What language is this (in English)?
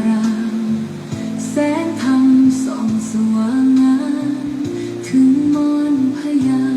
Pali